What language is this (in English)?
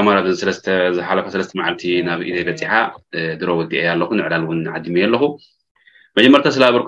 Tigrinya